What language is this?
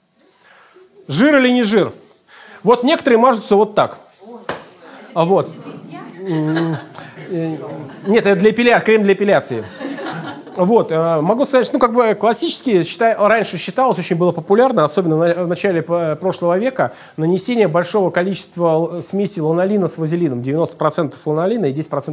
Russian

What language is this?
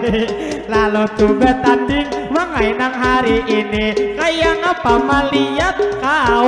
Banjar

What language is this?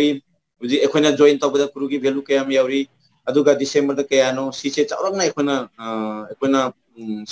Manipuri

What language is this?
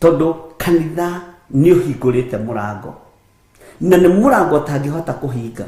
Kikuyu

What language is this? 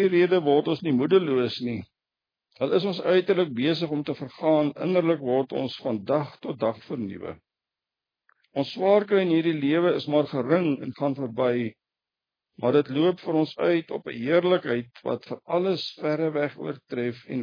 Afrikaans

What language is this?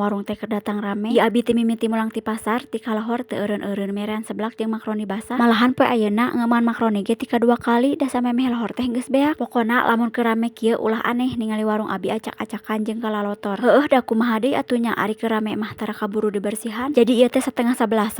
Sundanese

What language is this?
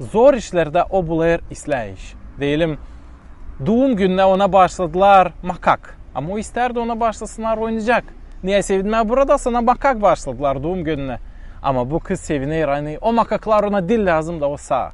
Gagauz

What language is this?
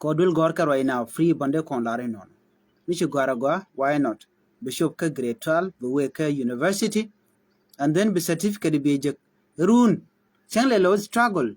Nuer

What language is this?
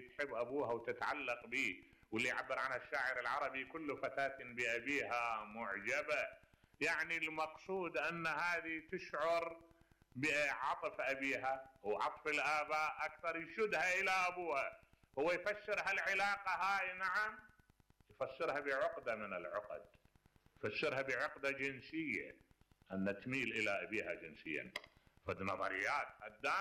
Mesopotamian Arabic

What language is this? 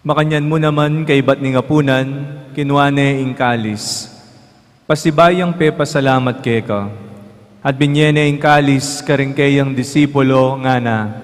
Pampanga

